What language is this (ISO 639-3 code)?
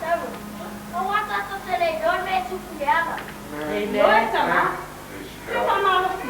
smo